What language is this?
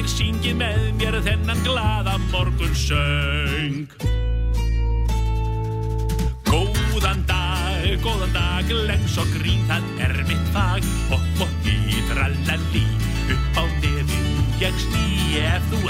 Icelandic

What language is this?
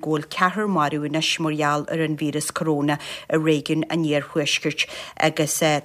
Irish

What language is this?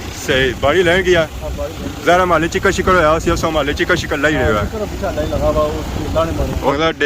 Pahari-Potwari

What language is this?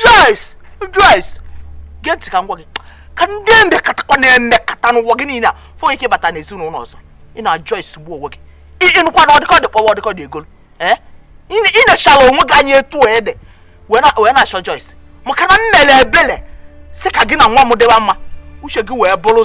Igbo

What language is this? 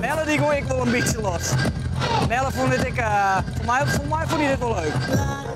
Western Frisian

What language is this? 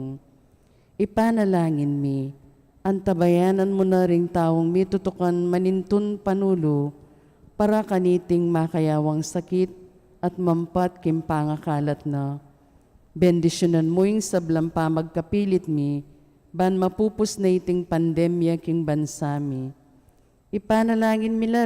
Pampanga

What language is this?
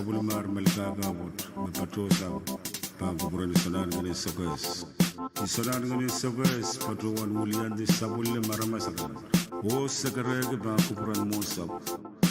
Pohnpeian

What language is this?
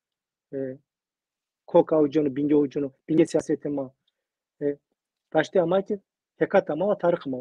Zaza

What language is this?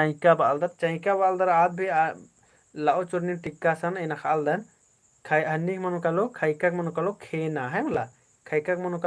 Kurukh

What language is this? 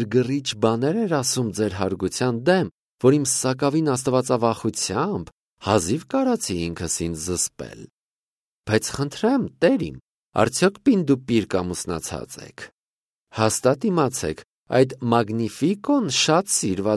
Armenian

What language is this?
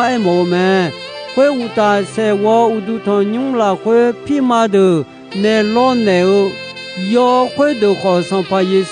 Akha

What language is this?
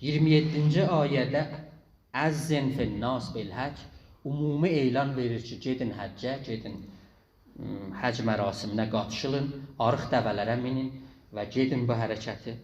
South Azerbaijani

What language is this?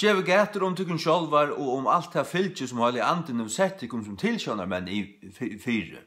Faroese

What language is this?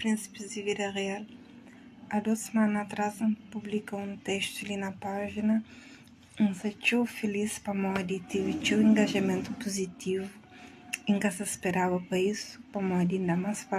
Kabuverdianu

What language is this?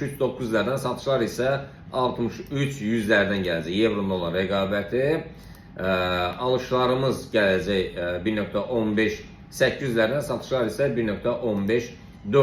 Azerbaijani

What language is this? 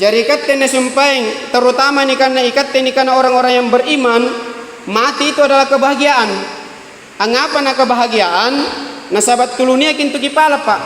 Makasar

